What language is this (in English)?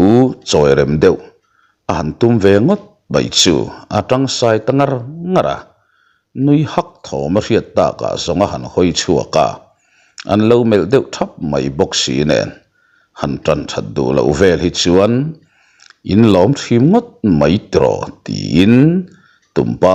Mizo